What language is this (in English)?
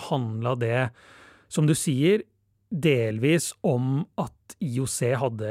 Norwegian